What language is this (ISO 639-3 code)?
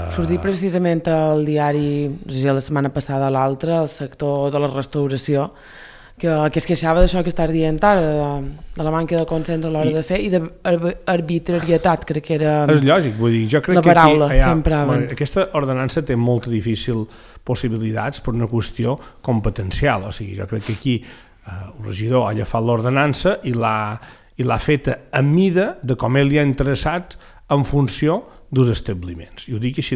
cat